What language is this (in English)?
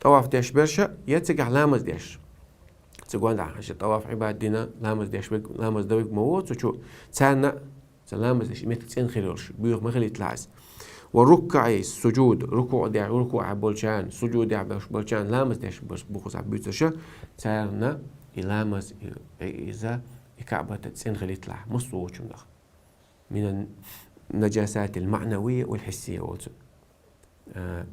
Chechen